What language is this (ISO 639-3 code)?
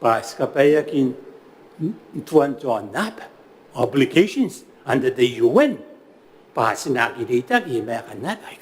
gil